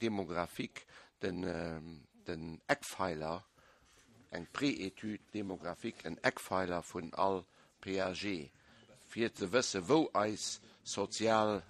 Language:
Luxembourgish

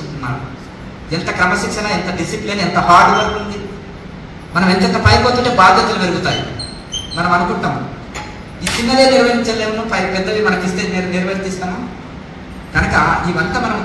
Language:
Telugu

